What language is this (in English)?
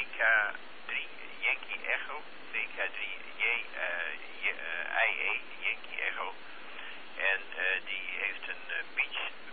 Dutch